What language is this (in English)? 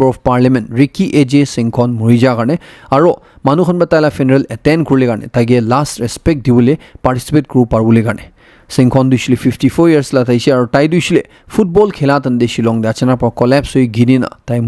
Naga Pidgin